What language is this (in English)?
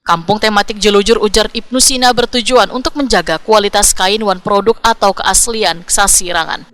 Banjar